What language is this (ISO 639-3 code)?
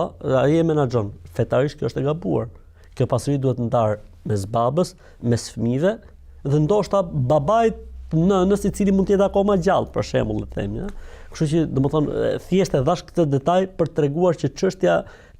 sqi